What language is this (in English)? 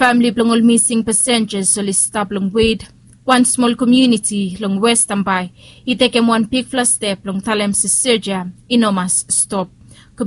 Bislama